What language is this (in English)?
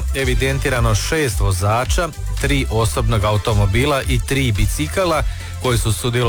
Croatian